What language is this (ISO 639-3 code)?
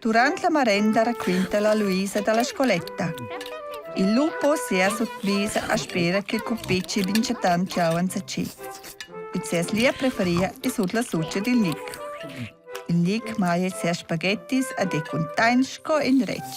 roh